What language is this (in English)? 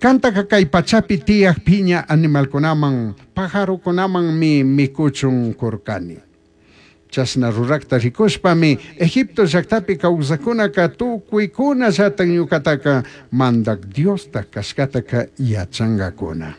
Chimborazo Highland Quichua